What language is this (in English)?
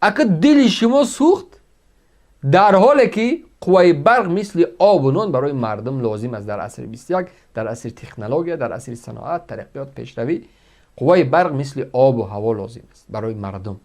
Tajik